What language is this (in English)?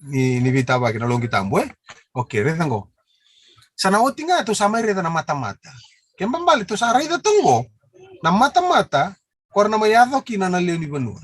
Fijian